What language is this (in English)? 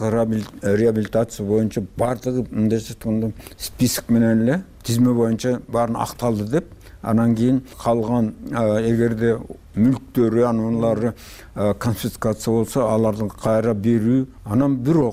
Kyrgyz